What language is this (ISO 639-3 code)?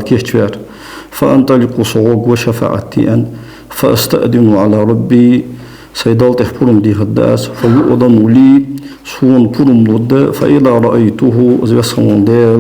inh